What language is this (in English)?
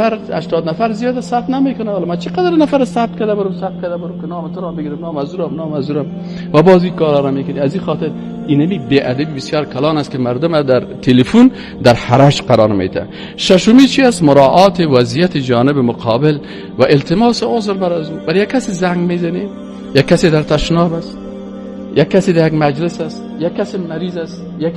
Persian